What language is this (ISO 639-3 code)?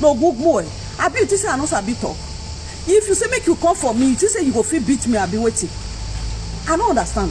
pcm